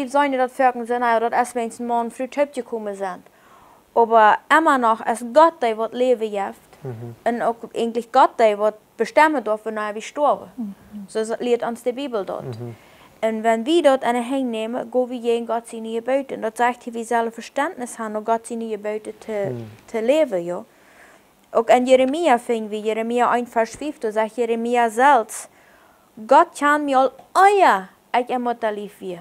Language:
Plautdietsch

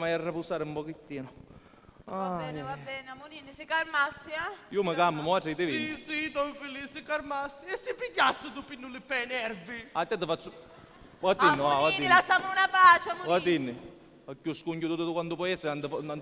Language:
Sicilian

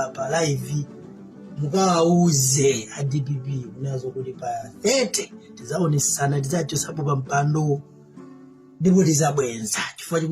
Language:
Nyanja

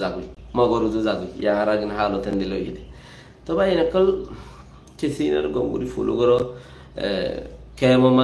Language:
Rohingya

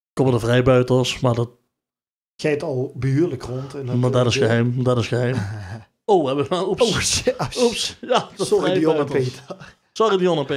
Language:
Limburgish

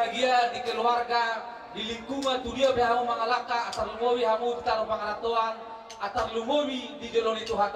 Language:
Batak Toba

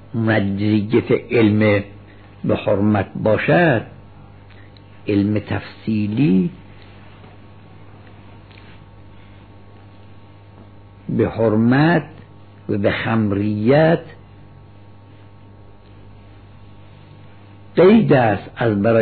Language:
Persian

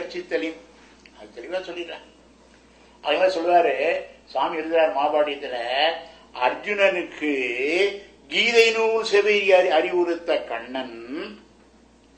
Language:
Tamil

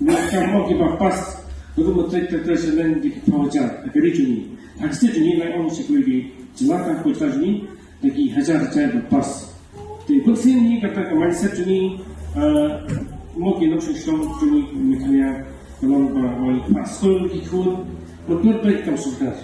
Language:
Khasi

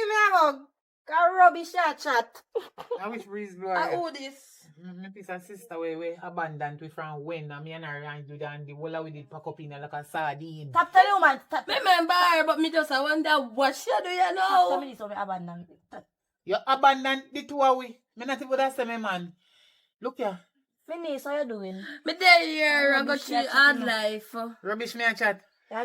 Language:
Jamaican Creole English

